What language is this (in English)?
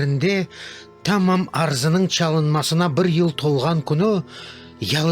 Crimean Tatar